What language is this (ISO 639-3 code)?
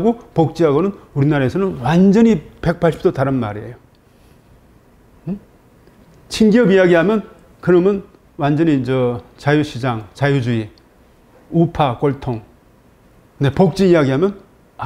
kor